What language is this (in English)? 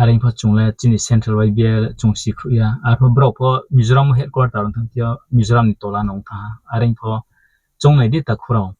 Riang (India)